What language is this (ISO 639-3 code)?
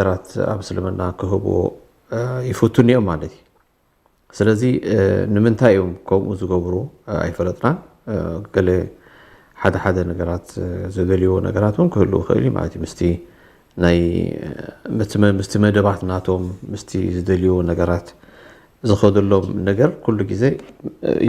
tir